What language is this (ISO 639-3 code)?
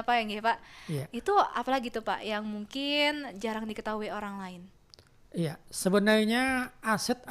bjn